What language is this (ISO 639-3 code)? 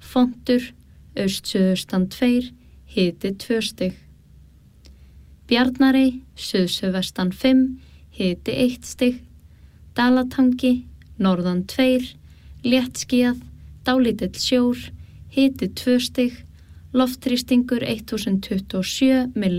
isl